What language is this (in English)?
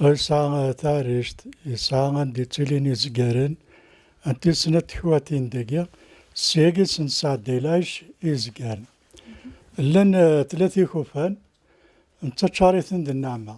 Kabyle